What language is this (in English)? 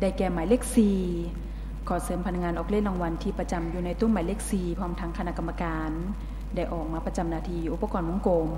Lao